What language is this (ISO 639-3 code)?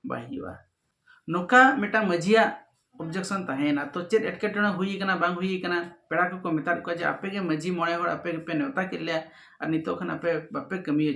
sat